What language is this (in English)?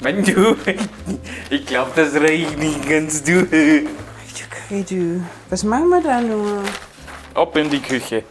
Bavarian